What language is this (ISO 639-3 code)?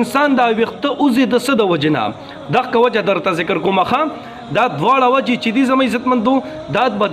pus